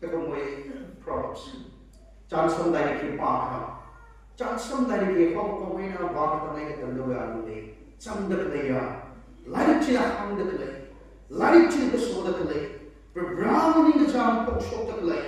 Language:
Tangkhul Naga (India)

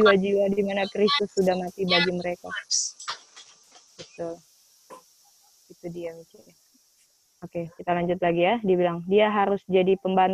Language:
Indonesian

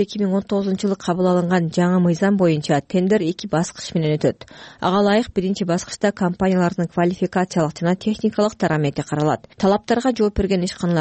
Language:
Kyrgyz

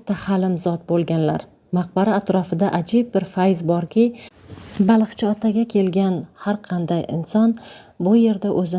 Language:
Uzbek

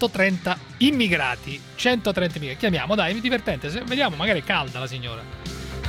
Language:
Italian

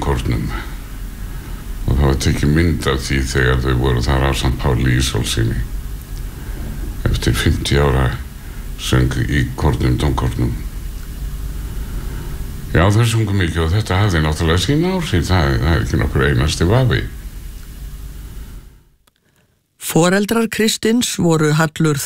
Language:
Icelandic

